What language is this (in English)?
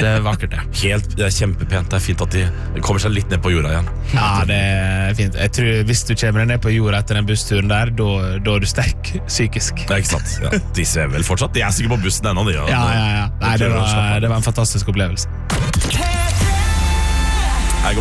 Norwegian